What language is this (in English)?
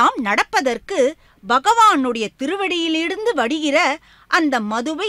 Tamil